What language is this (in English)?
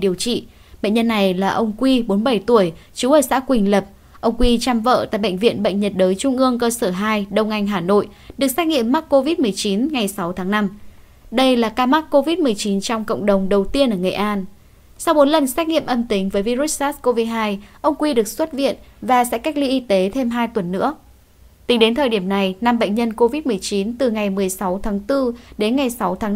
Vietnamese